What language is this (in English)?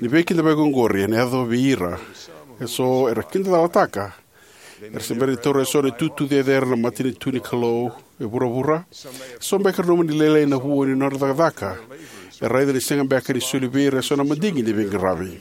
Fijian